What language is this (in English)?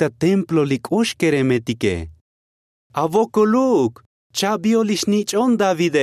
Tzotzil